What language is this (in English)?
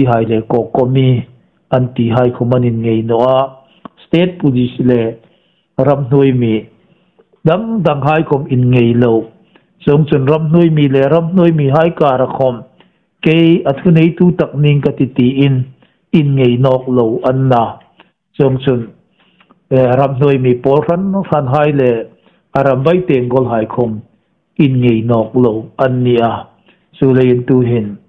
Hmar